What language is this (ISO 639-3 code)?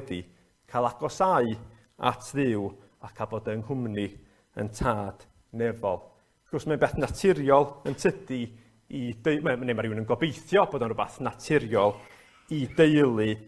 cym